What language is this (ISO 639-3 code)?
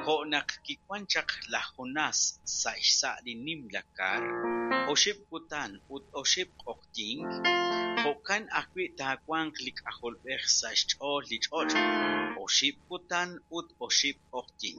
kek